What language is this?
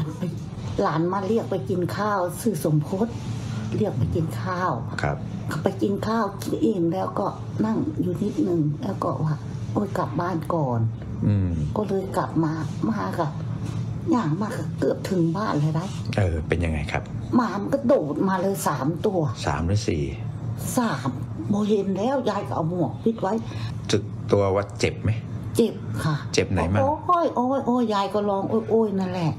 Thai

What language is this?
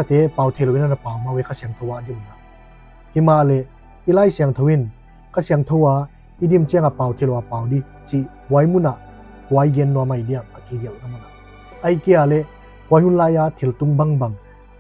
Paite Chin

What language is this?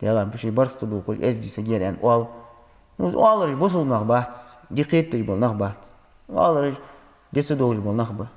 Ingush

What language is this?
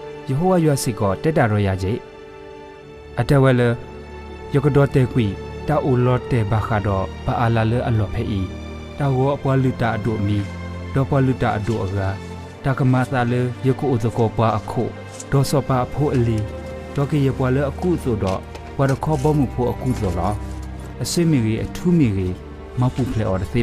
S'gaw Karen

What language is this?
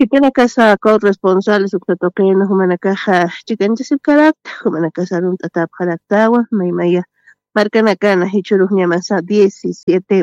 Aymara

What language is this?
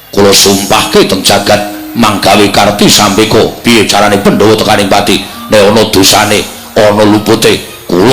Javanese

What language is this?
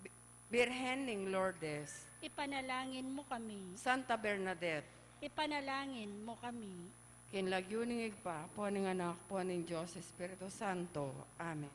Pampanga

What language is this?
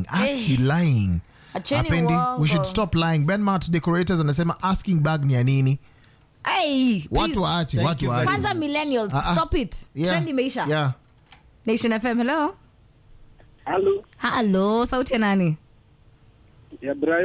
Swahili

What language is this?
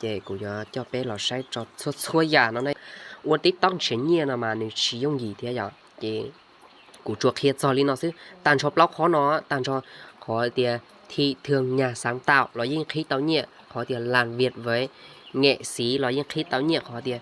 Hmong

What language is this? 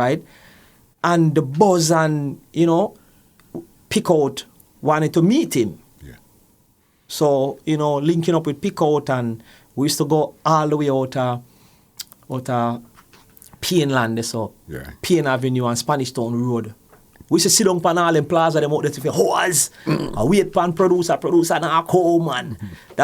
Jamaican Creole English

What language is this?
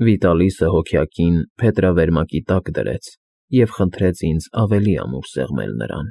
Armenian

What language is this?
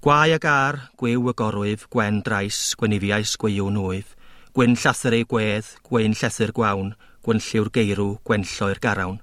Welsh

